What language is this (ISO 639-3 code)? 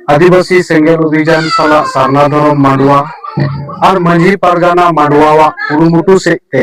sat